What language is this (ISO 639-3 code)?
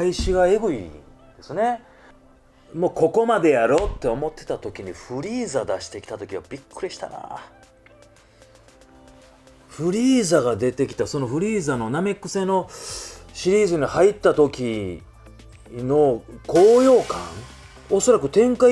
jpn